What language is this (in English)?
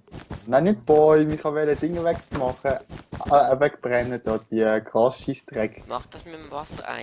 Swiss German